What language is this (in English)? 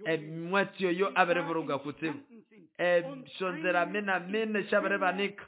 Nande